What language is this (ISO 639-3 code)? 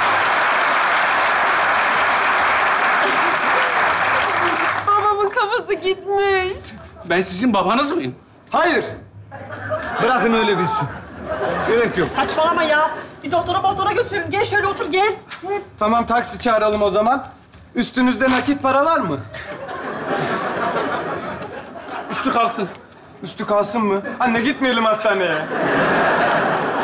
tur